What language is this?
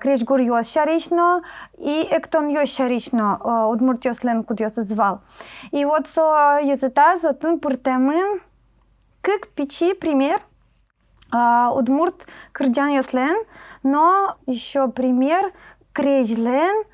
Udmurt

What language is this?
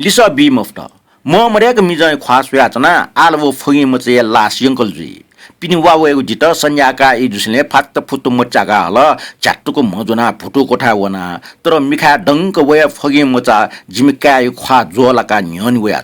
Newari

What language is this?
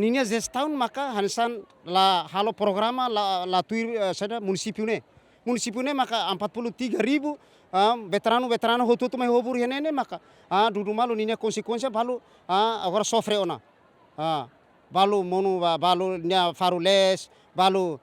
Tetum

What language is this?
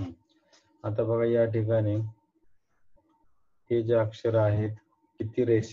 Marathi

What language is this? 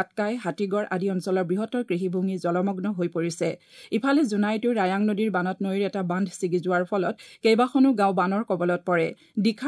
Assamese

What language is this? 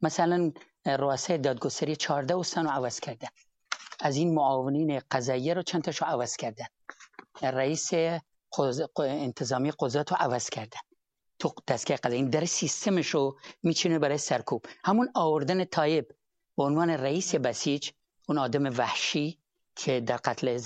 Persian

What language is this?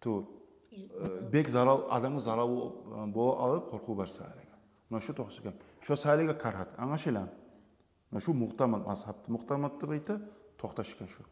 Kumyk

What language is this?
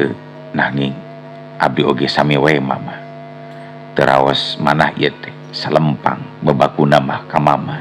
Sundanese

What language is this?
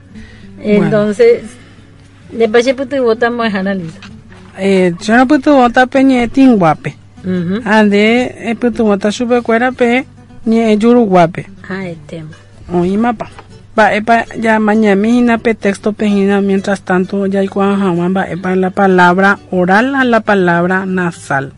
Guarani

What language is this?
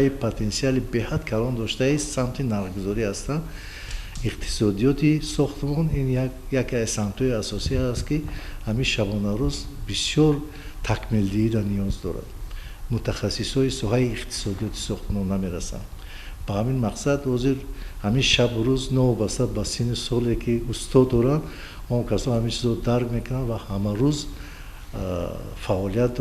Tajik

